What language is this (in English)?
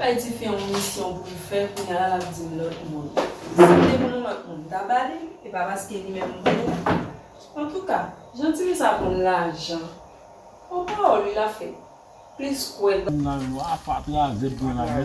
Haitian Creole